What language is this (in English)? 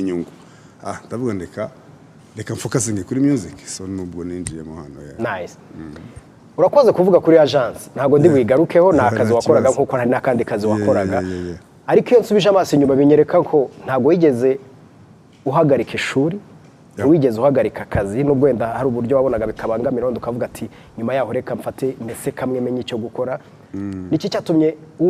Kinyarwanda